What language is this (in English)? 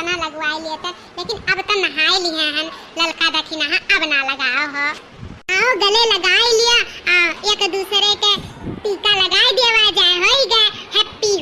Awadhi